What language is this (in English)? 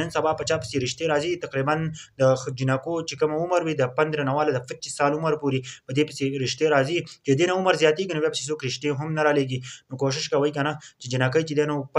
Pashto